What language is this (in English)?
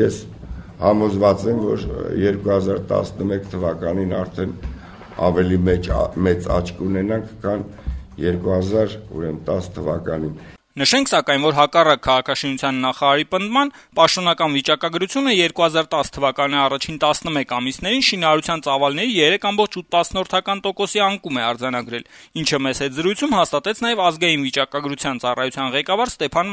Armenian